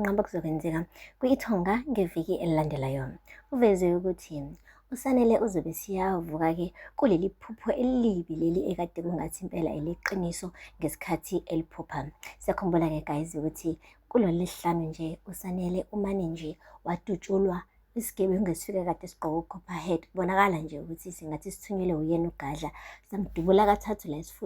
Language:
Zulu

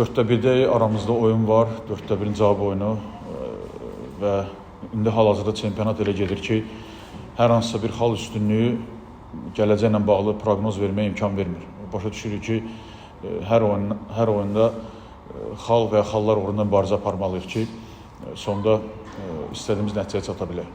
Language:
Azerbaijani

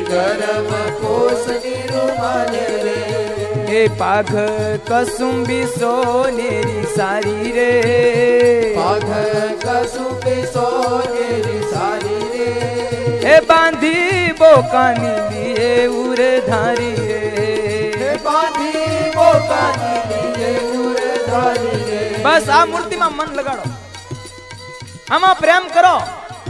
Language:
Gujarati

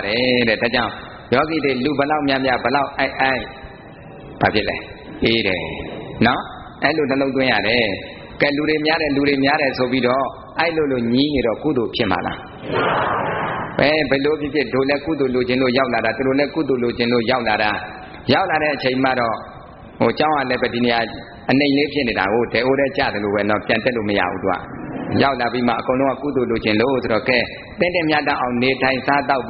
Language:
Burmese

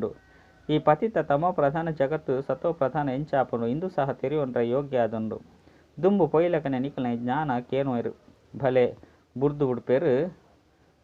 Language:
Tulu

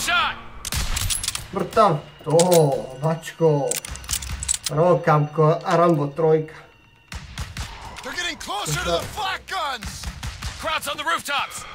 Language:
Croatian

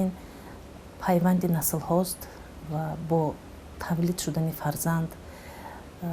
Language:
Tajik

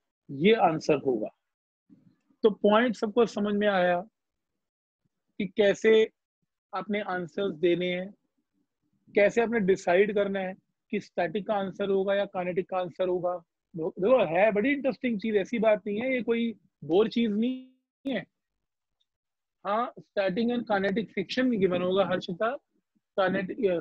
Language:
Hindi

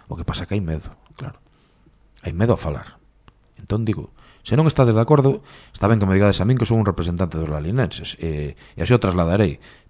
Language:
Galician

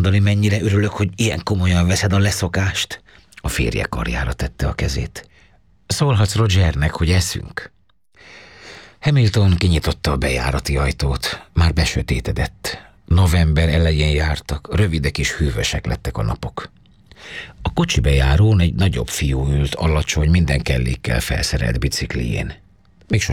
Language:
Hungarian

